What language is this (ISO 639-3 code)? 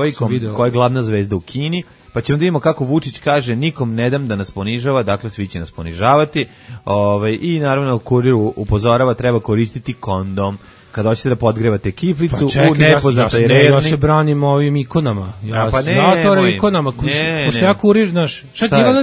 srp